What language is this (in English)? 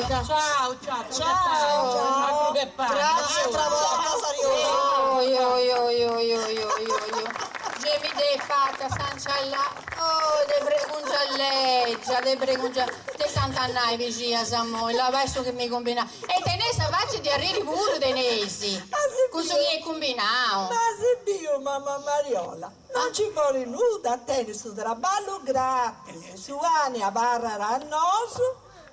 Sardinian